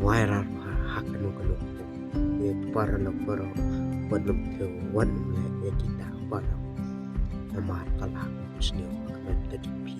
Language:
Khasi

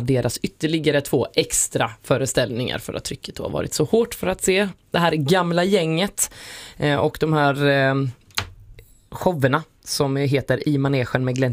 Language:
Swedish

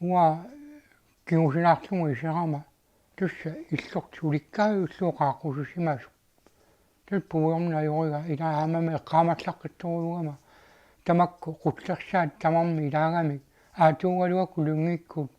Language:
Kalaallisut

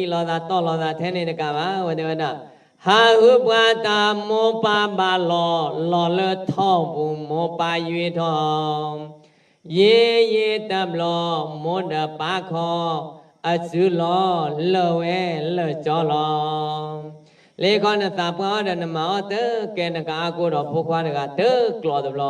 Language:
S'gaw Karen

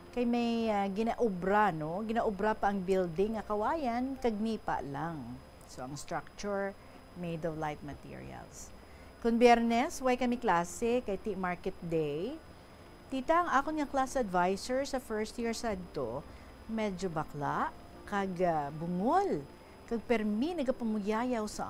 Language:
Hiligaynon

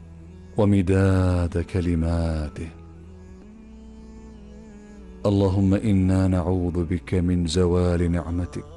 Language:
Arabic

